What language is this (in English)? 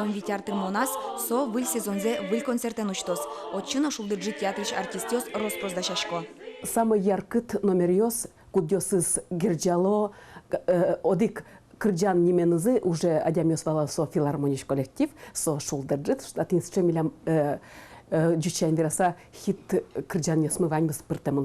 Udmurt